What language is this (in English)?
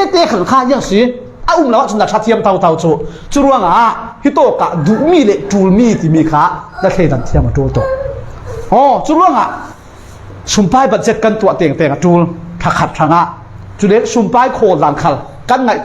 Falam Chin